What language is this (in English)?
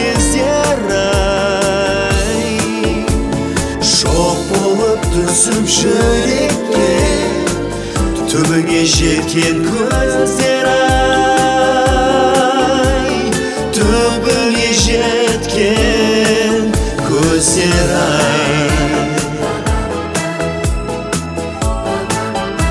Kazakh